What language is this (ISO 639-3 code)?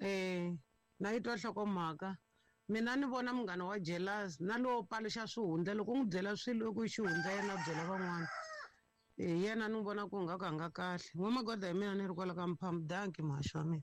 tso